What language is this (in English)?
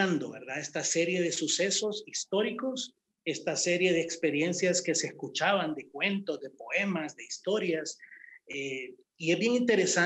Spanish